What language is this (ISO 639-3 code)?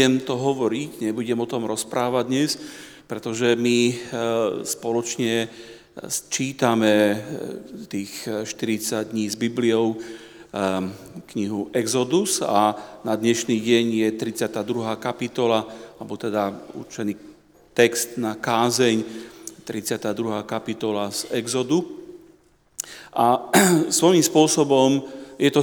slk